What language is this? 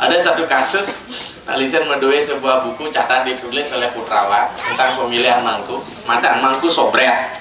Balinese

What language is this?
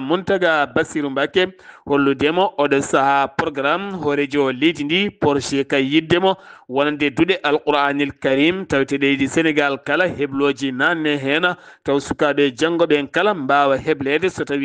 Fula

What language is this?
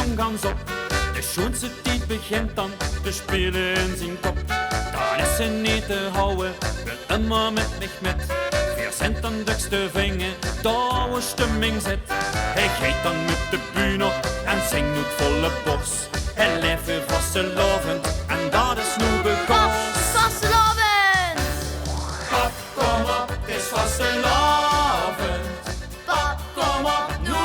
Limburgish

